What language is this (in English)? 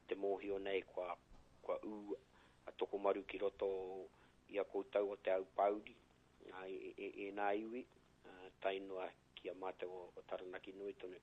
Māori